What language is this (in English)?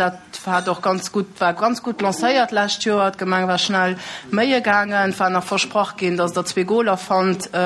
Luxembourgish